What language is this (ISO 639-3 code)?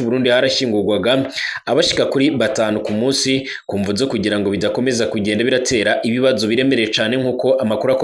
run